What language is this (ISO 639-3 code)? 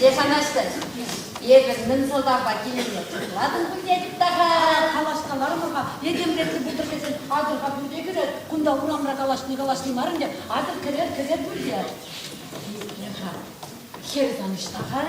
chv